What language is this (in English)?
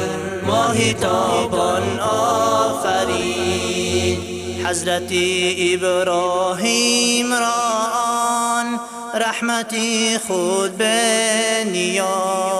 Persian